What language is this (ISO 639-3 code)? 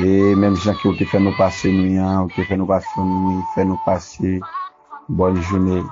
hat